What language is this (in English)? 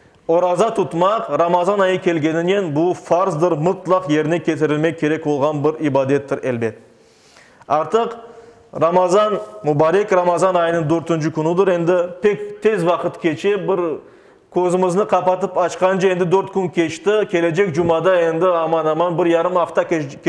Crimean Tatar